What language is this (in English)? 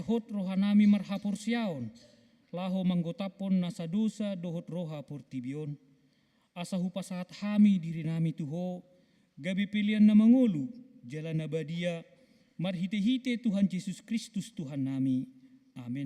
Batak Toba